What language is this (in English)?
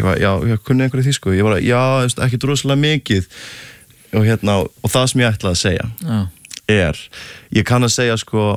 Icelandic